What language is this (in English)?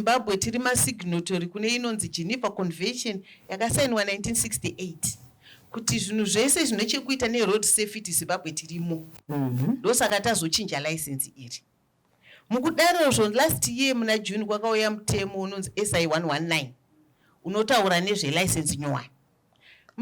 Shona